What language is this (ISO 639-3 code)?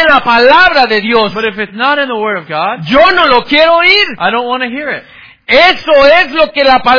spa